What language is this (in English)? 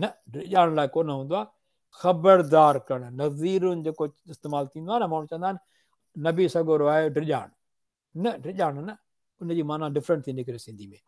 Sindhi